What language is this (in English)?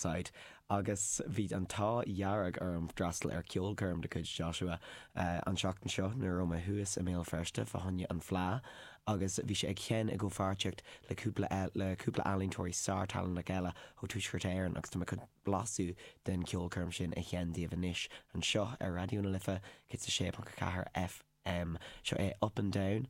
Irish